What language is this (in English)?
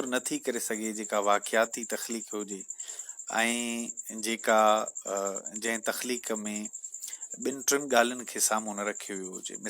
Sindhi